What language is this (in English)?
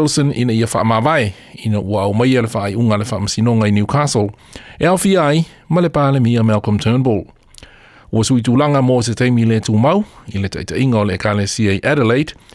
Samoan